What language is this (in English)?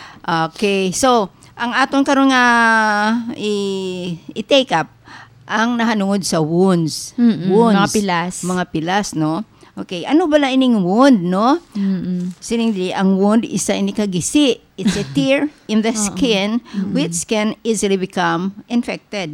Hiligaynon